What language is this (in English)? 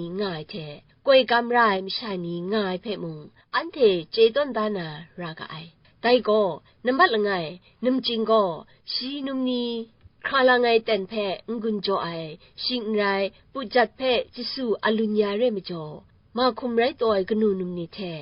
Kachin